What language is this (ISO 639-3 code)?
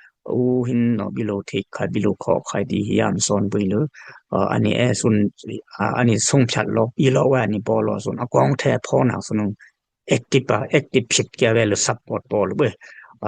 dis